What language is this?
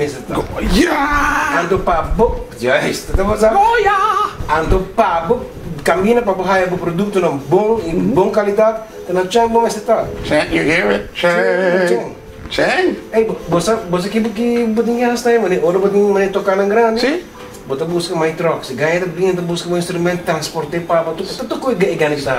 Papiamento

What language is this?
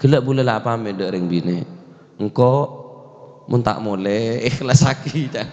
Madurese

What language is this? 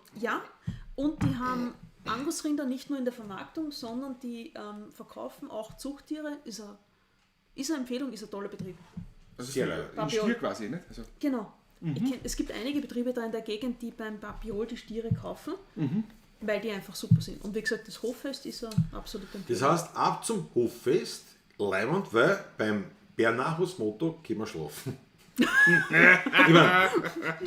Bavarian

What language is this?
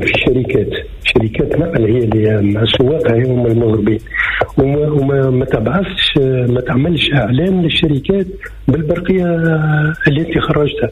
Tunisian Arabic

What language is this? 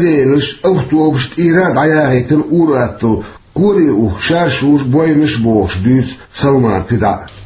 Chechen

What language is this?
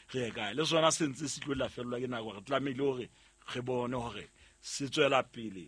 Southern Sotho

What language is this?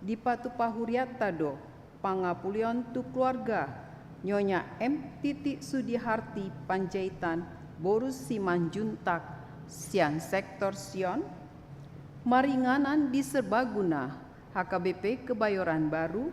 Batak Toba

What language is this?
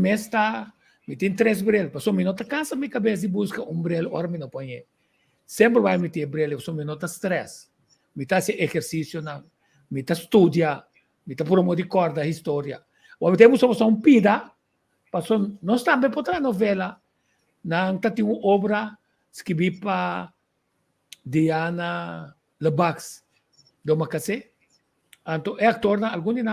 Papiamento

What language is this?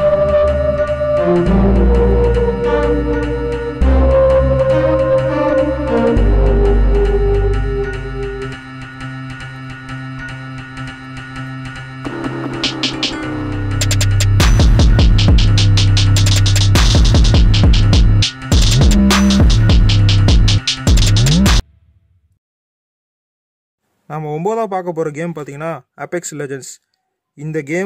Tamil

